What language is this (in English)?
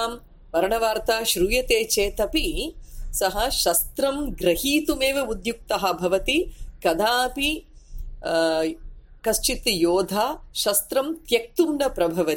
Sanskrit